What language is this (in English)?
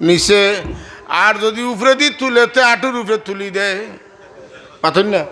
Sylheti